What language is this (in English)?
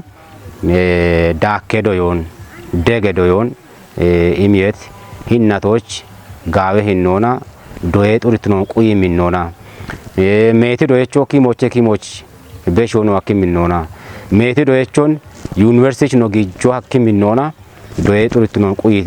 Kafa